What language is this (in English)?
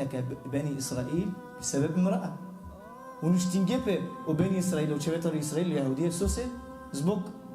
Balkan Romani